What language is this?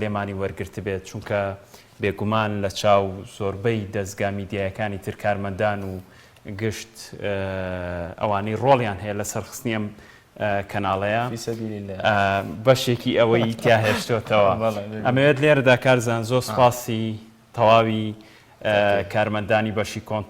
Central Kurdish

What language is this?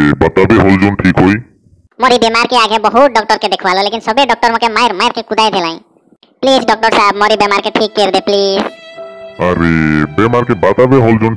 Sadri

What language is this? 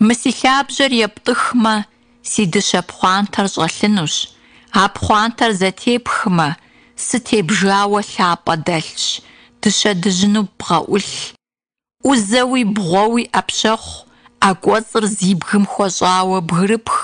Kabardian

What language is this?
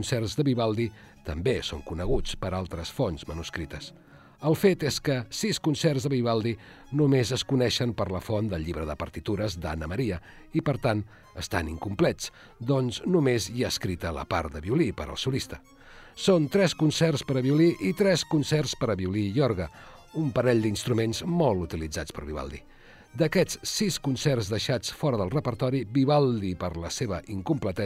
Catalan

